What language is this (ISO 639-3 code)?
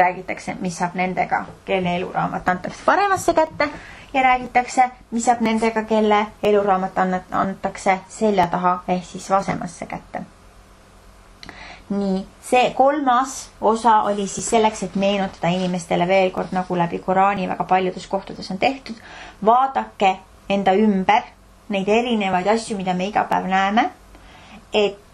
est